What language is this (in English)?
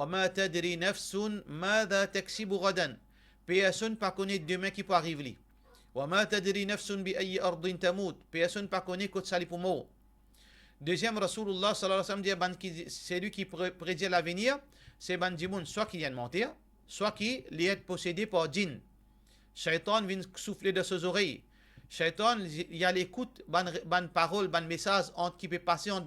Morisyen